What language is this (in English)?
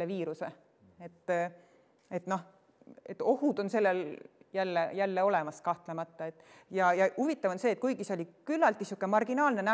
Estonian